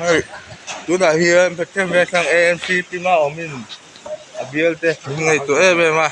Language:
Mizo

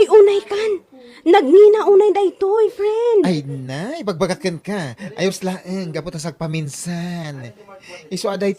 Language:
Iloko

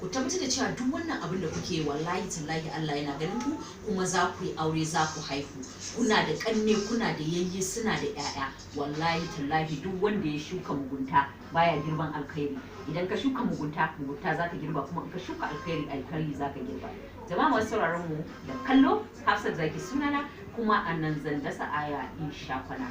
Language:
Hausa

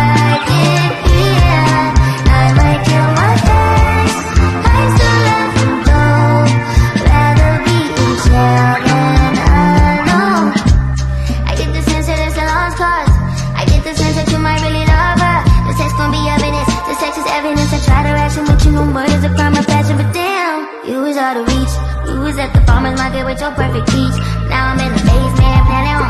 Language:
English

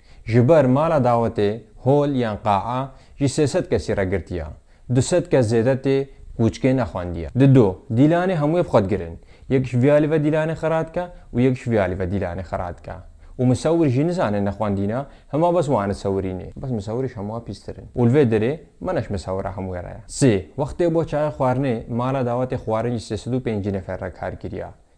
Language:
Kurdish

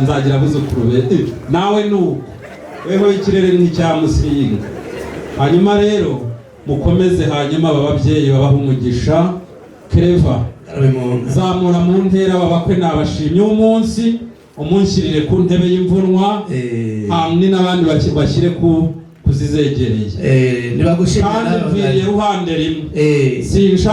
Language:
Kinyarwanda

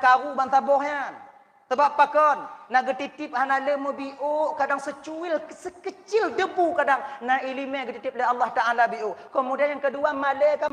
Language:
Achinese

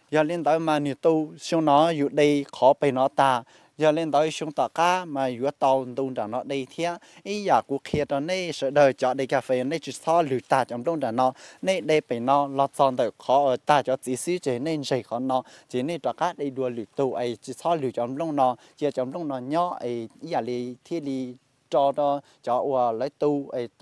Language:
Hmong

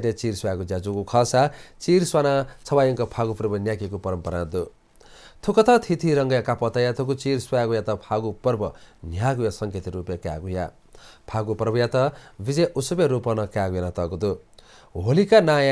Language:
Newari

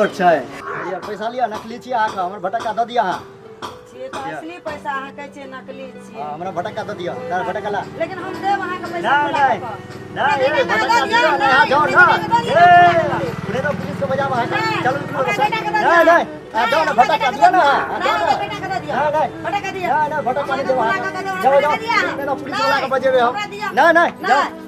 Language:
Maithili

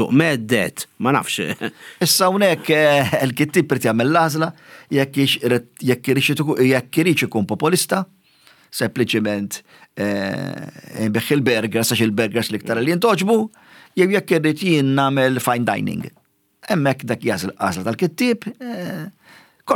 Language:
Maltese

